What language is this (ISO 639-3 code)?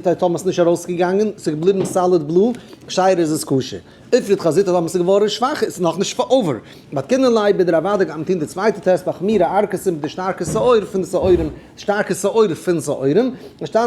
yid